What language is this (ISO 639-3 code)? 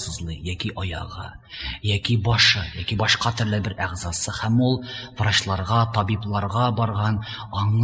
tat